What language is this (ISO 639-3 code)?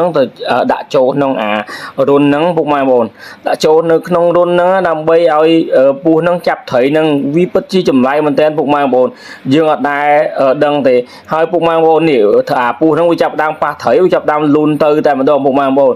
khm